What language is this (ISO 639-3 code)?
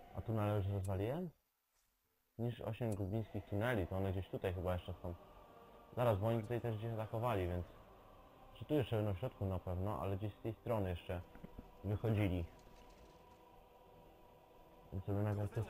pol